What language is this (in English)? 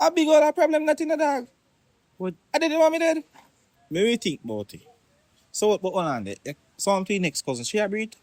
Jamaican Creole English